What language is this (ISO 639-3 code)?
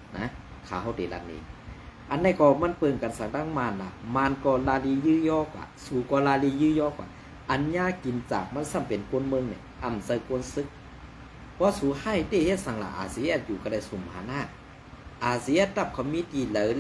shn